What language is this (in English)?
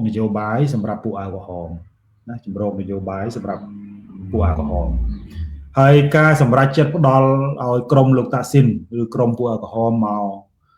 Khmer